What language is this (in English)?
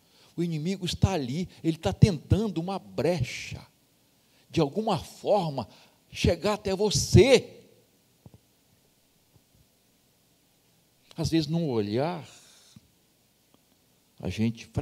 Portuguese